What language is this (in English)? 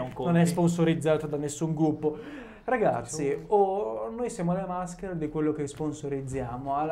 Italian